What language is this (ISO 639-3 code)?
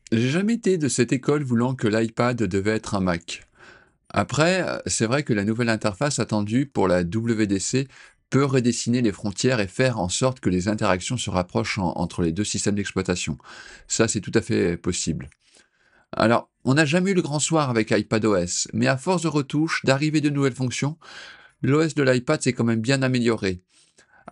fra